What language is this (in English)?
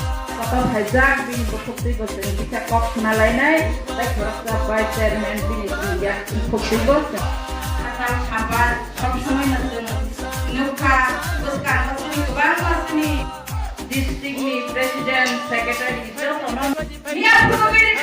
Kok Borok